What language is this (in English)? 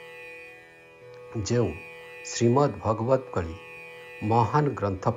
Odia